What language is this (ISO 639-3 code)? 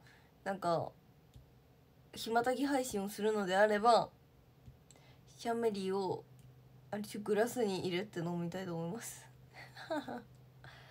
jpn